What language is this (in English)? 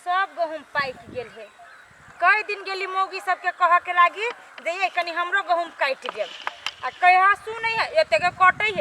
Maithili